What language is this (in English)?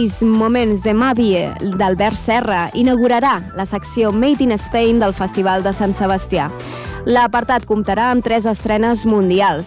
Catalan